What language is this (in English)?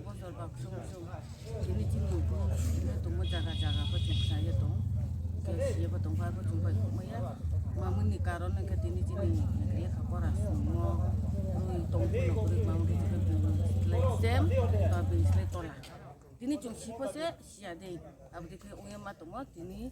Riang (India)